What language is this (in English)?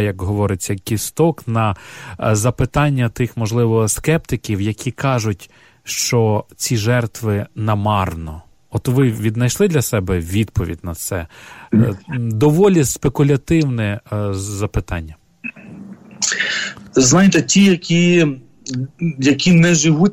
Ukrainian